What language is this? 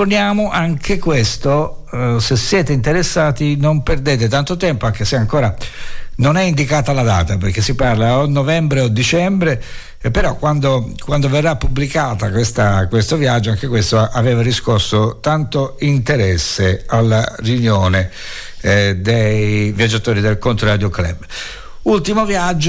Italian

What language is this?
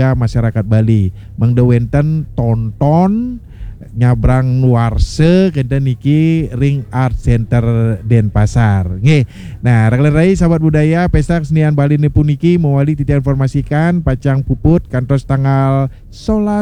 Balinese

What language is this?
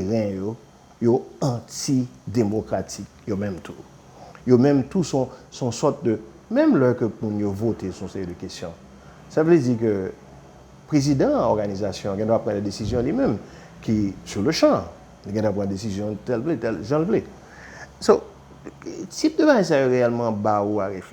Haitian Creole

